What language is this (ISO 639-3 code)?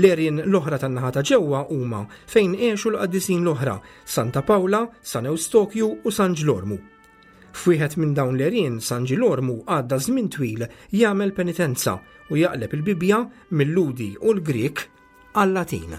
mlt